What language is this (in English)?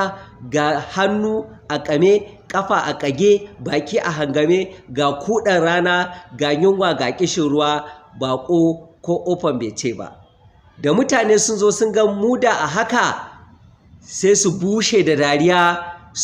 Hausa